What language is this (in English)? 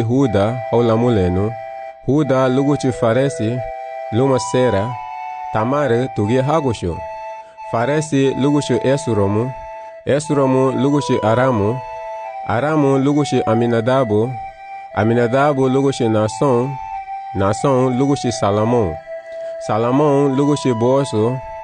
Garifuna